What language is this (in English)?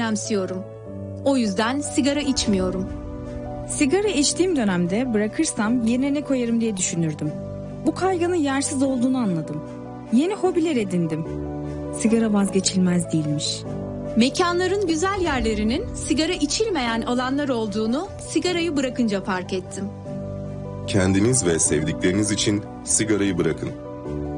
Turkish